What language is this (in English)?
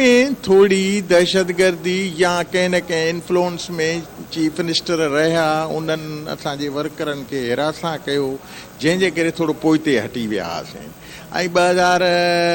Sindhi